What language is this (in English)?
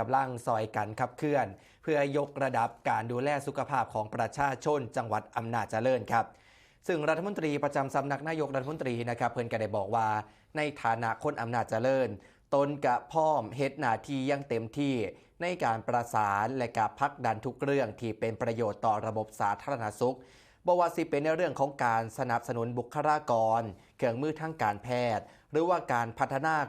Northeastern Thai